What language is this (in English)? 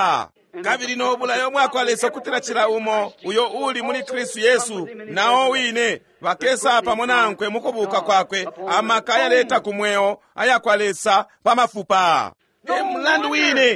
Bemba